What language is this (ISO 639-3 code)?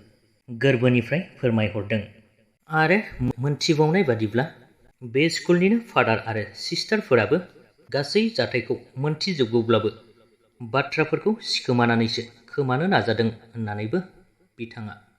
brx